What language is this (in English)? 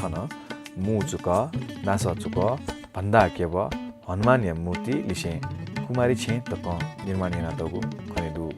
Newari